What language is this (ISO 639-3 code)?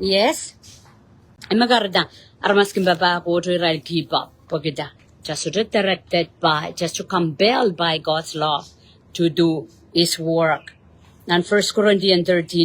pon